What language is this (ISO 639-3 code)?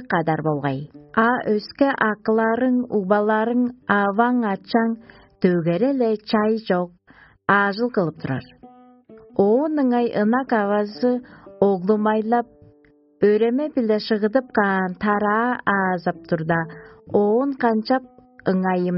tyv